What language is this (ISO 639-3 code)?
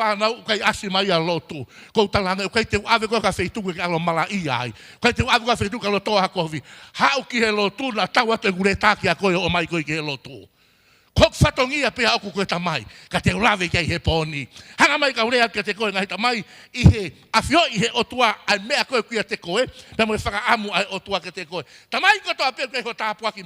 ton